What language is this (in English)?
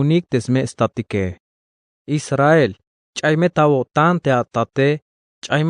Tzeltal